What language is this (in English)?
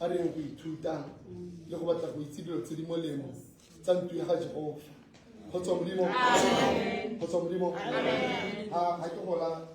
Tswana